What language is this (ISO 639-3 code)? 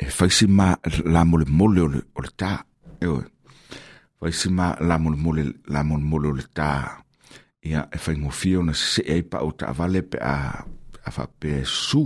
smo